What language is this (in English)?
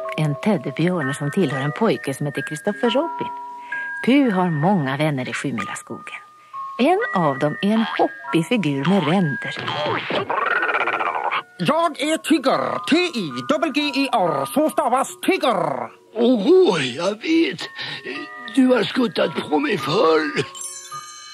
Swedish